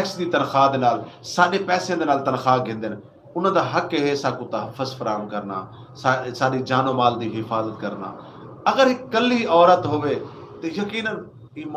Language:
Saraiki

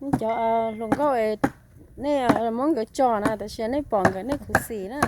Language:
Hmong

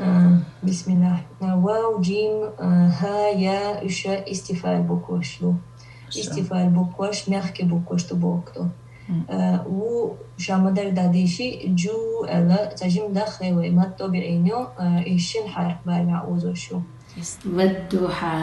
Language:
Chechen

